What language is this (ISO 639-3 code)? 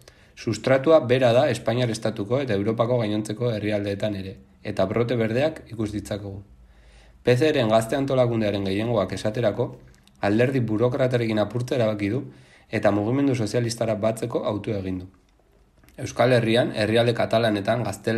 eus